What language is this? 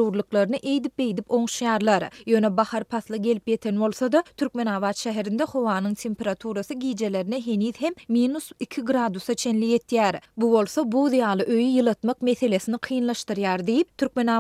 Turkmen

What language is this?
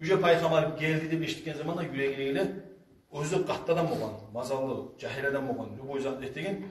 Kumyk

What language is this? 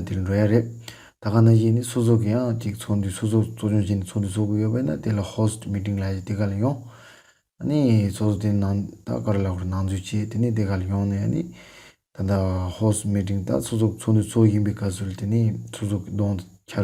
Tibetan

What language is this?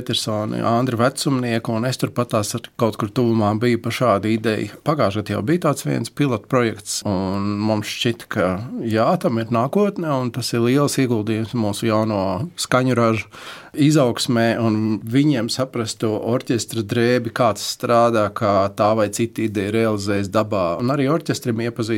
Latvian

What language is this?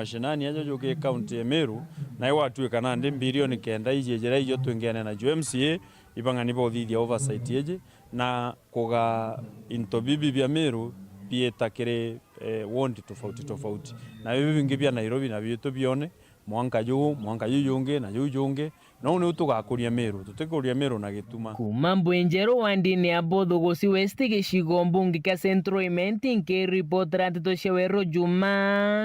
Meru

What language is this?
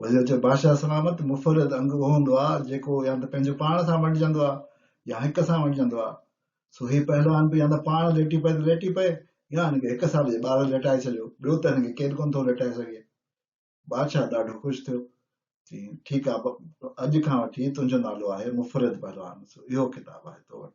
Sindhi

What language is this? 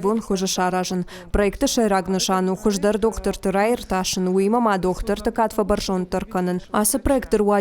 Ossetic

